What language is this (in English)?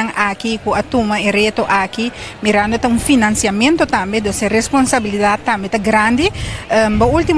Papiamento